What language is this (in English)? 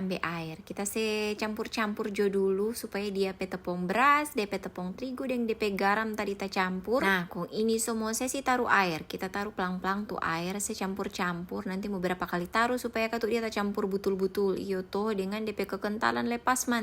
Manado Malay